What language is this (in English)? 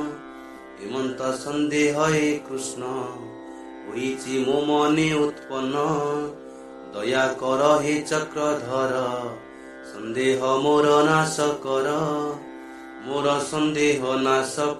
Odia